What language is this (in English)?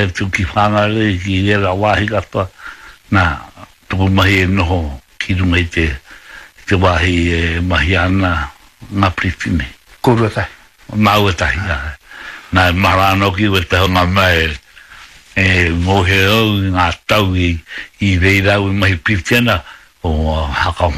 Māori